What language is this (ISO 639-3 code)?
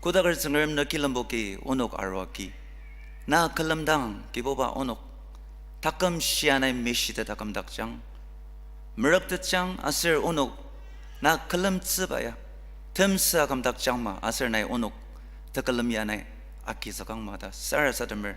njo